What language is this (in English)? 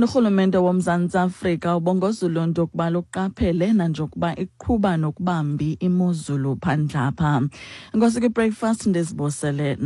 Xhosa